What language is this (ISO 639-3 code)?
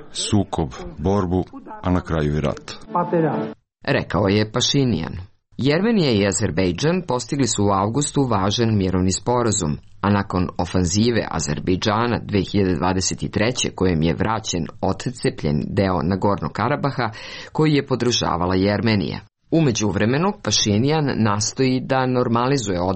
srp